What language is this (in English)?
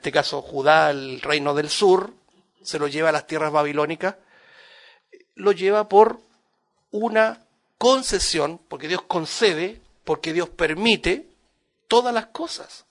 Spanish